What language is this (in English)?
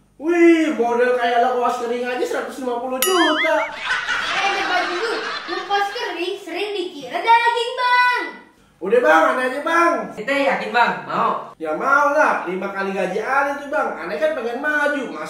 Betawi